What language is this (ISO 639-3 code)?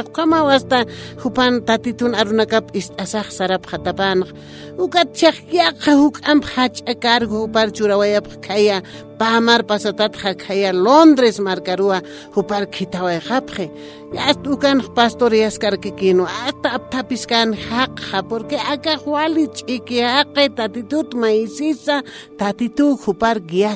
aym